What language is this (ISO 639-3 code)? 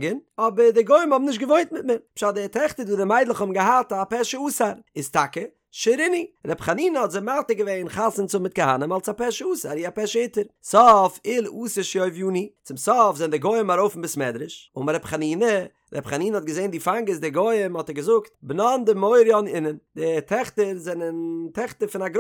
yid